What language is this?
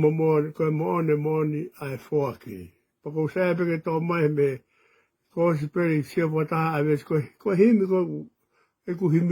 Tongan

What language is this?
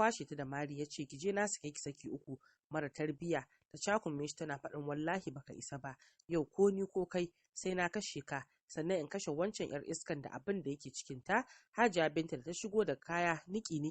Hausa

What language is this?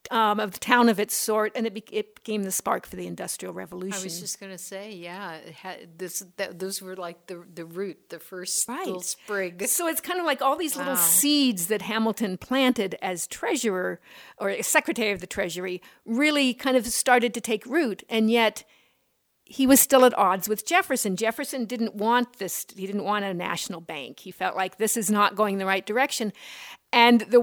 English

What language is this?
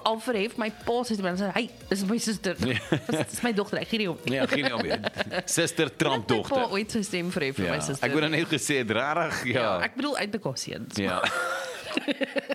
Afrikaans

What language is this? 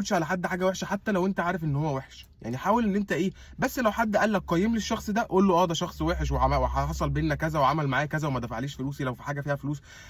Egyptian Arabic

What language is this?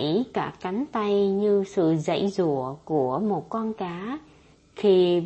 Vietnamese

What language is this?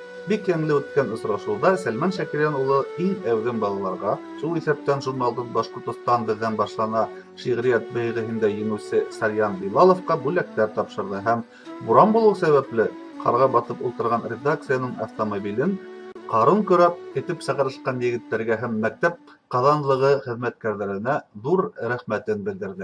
Bashkir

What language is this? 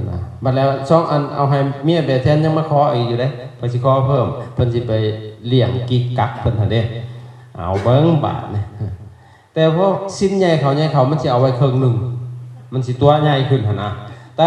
Lao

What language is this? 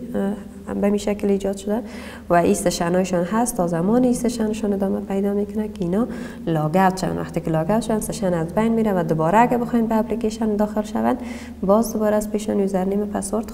Persian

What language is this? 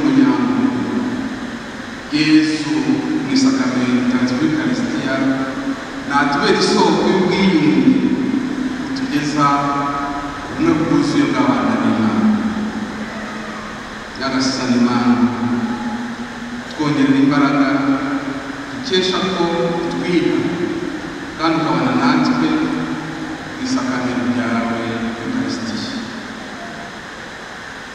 Kinyarwanda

